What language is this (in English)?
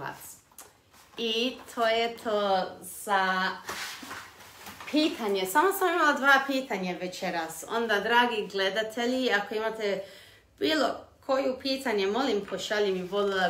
Croatian